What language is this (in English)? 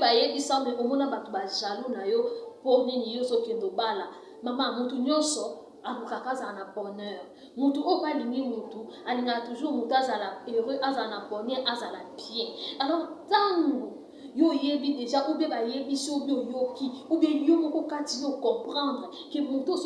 Lingala